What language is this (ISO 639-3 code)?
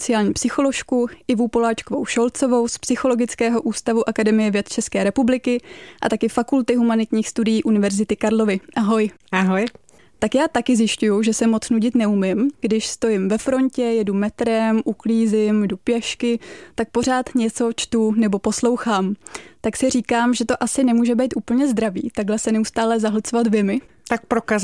ces